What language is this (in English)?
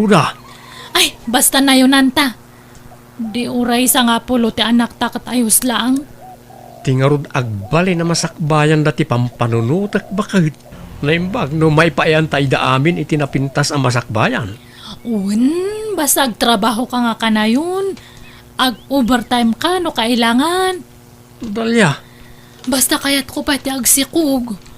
Iloko